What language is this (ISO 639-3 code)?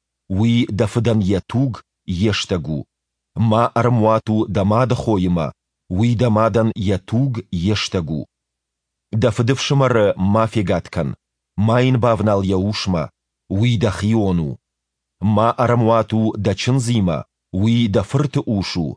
oss